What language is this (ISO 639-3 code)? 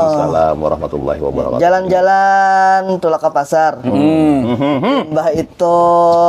bjn